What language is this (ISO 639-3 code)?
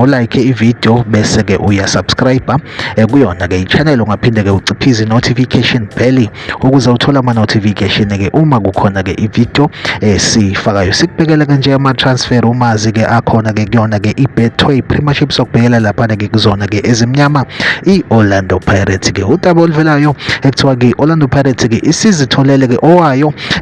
zul